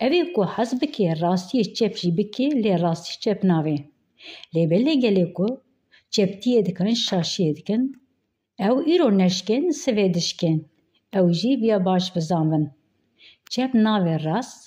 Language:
Kurdish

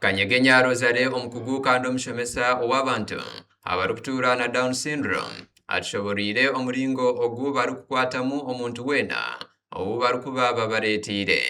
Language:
Nyankole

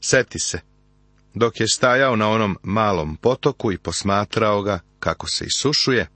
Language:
Serbian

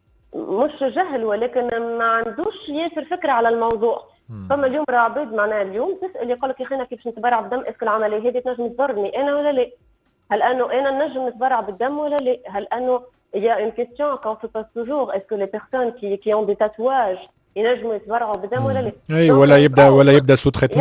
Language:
Tunisian Arabic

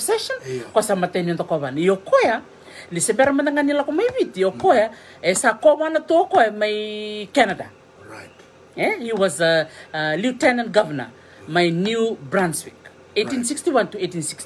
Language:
Fijian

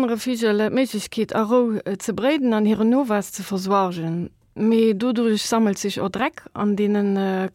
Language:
Luxembourgish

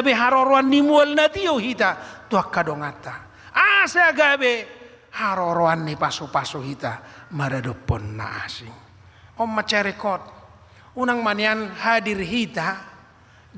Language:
Batak Toba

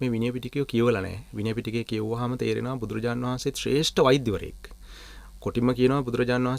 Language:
Sinhala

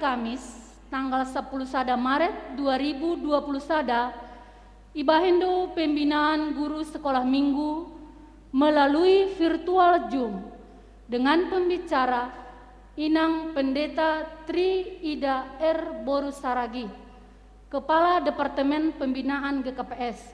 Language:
Batak Simalungun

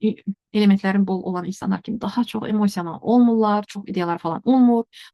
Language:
Azerbaijani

